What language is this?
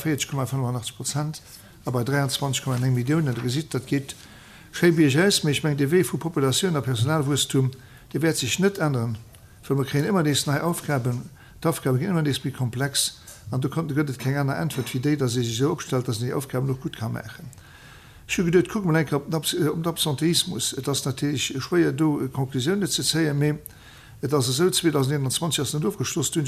Luxembourgish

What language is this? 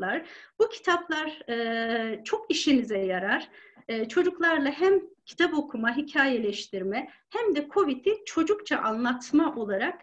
Turkish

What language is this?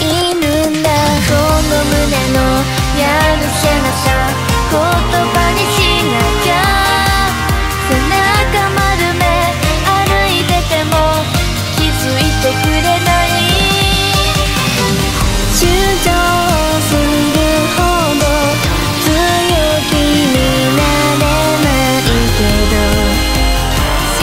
Japanese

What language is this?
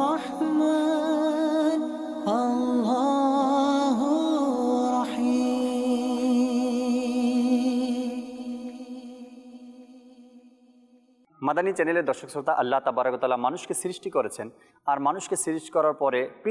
Bangla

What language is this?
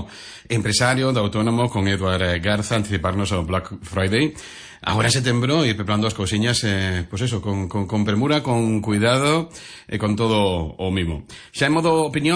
Galician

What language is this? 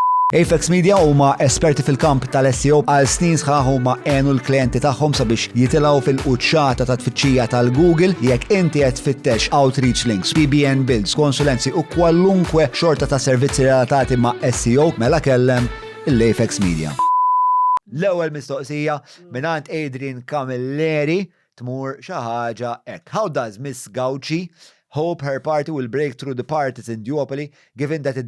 Maltese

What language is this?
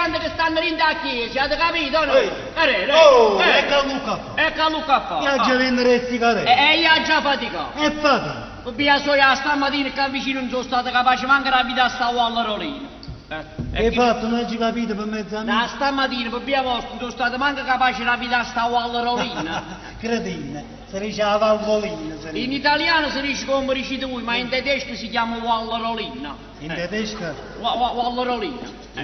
Neapolitan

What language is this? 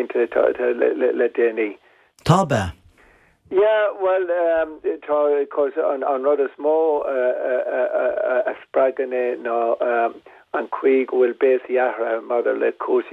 Irish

